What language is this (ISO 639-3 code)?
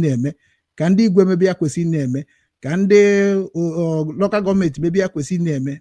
ibo